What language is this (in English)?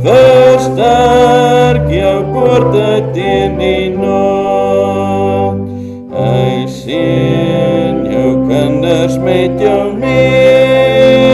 Afrikaans